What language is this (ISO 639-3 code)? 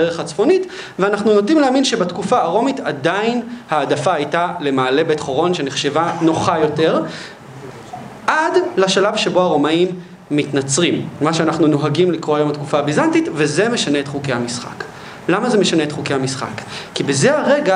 heb